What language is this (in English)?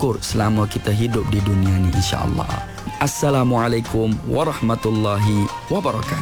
Malay